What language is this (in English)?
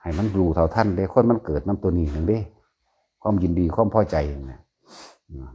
Northeastern Thai